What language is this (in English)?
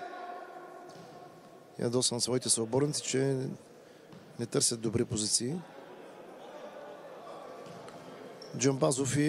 Bulgarian